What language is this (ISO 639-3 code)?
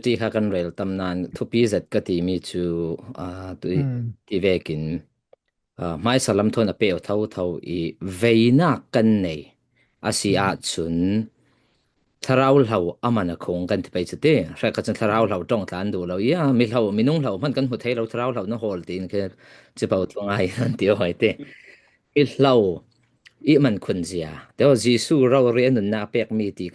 cfm